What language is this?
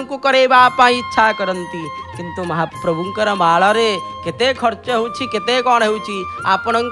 Odia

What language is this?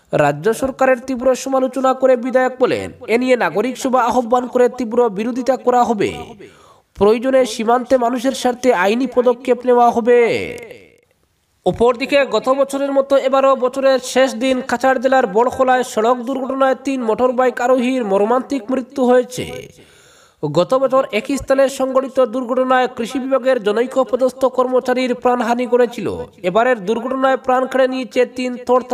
Bangla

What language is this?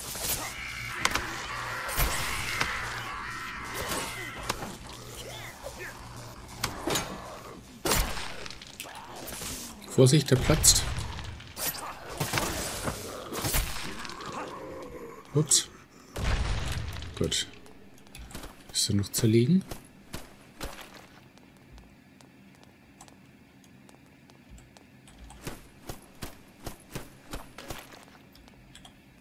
German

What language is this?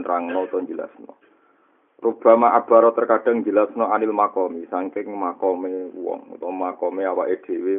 Javanese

